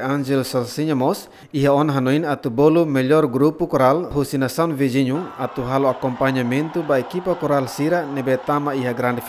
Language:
Tetum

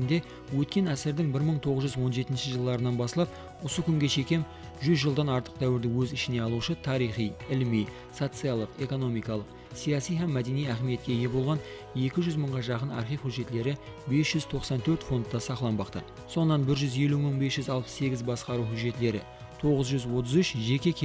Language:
Kara-Kalpak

